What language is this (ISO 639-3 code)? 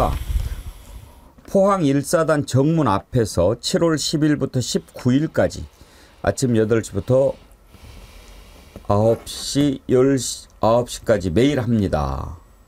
kor